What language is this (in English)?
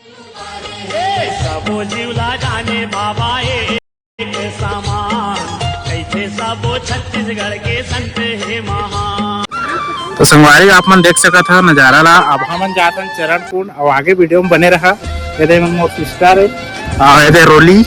Chhattisgarhi